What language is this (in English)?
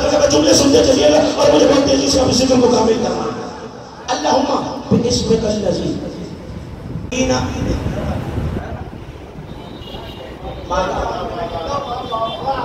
Urdu